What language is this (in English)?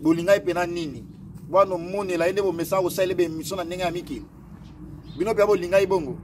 Lingala